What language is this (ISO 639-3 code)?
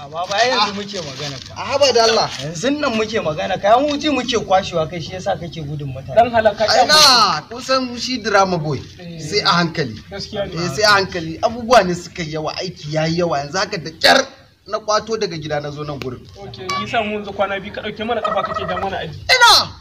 hau